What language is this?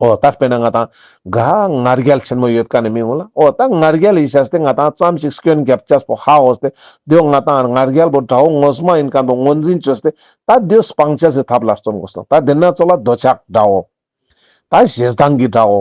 Ladakhi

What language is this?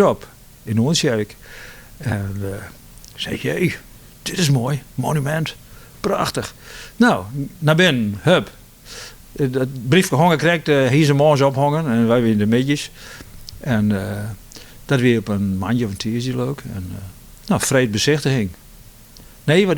Western Frisian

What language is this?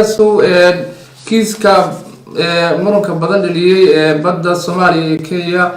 Somali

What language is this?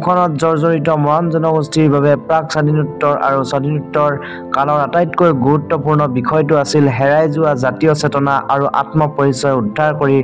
Assamese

